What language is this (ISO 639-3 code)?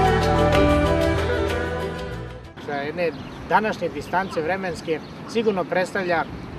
srp